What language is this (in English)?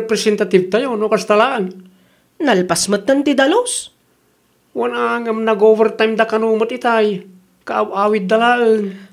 Iloko